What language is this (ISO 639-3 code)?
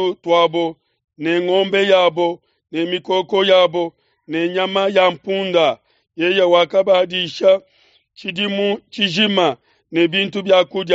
lua